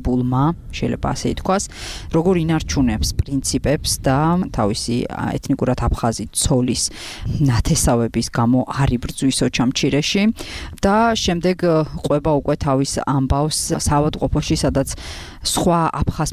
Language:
Georgian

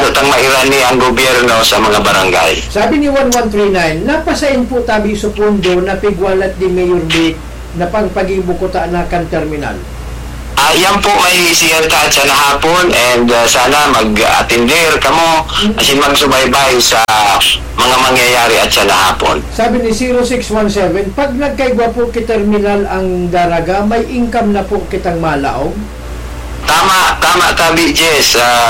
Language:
Bikol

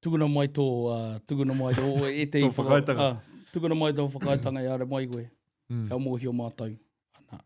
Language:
Māori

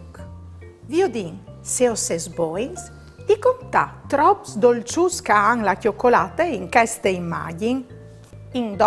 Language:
Friulian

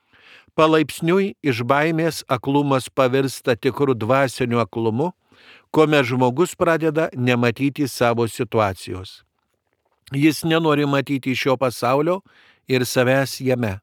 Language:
Lithuanian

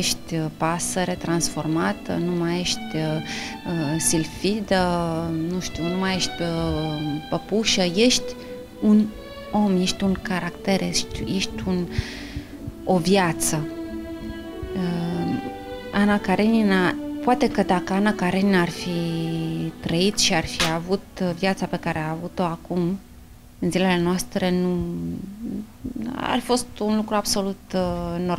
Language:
Romanian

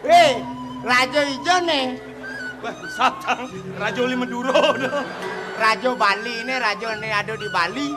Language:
Balinese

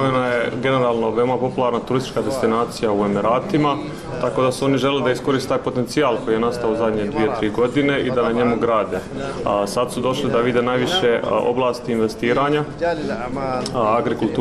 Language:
Bosnian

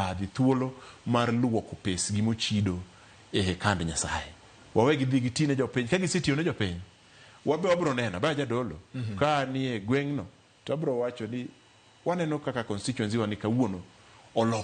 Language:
Luo (Kenya and Tanzania)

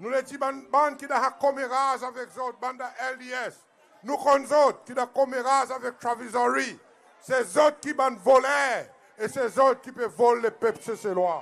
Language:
Seselwa Creole French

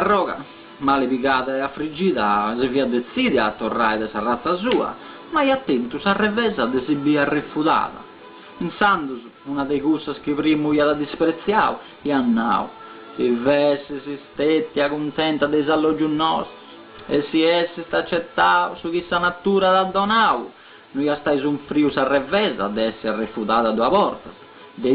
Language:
Sardinian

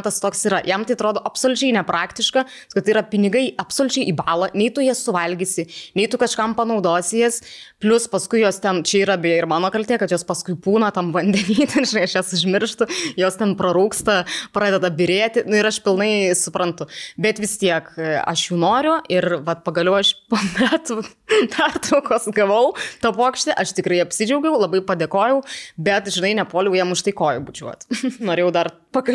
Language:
Lithuanian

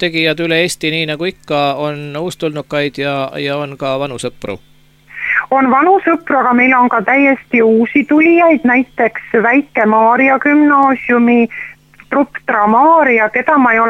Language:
Estonian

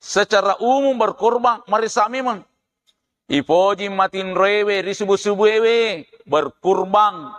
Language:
Buginese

